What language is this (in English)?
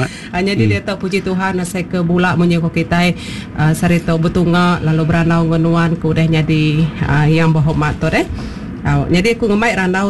Iban